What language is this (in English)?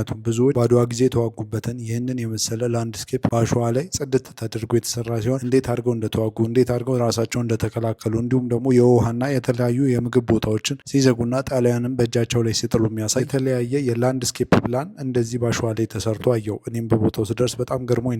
Amharic